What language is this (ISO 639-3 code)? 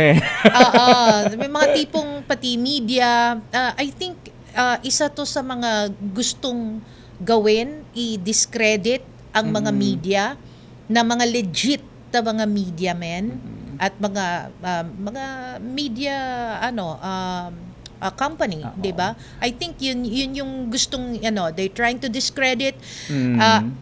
fil